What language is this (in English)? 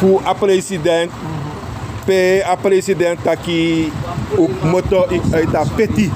Sranan Tongo